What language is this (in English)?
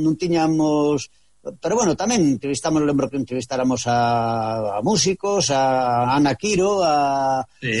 Galician